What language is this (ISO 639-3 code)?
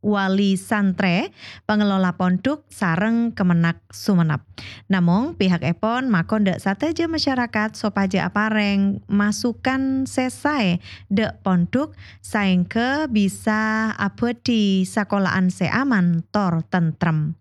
mad